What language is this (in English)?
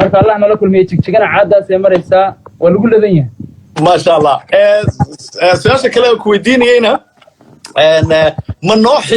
Somali